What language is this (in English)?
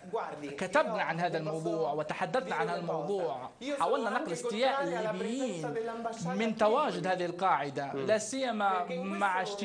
Arabic